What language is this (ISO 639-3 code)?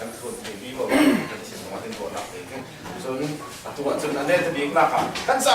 cfm